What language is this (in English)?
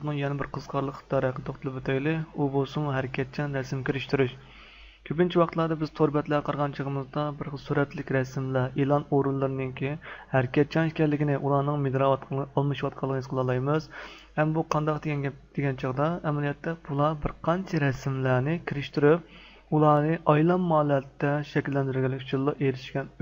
Uyghur